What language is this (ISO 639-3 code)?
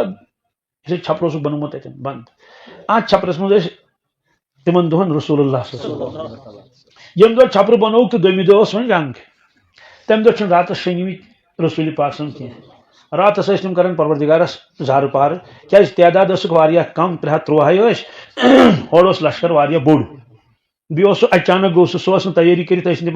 kas